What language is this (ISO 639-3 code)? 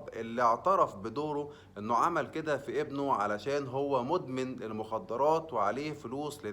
arz